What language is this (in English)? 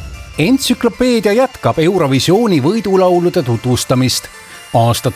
Estonian